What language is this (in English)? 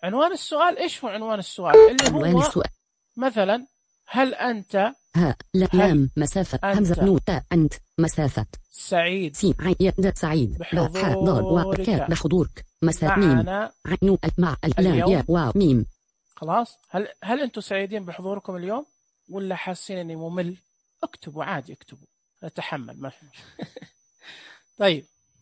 Najdi Arabic